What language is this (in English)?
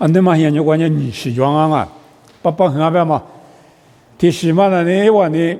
Lisu